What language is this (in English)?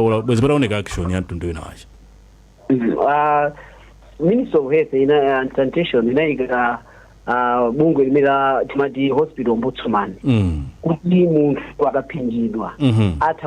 Nyanja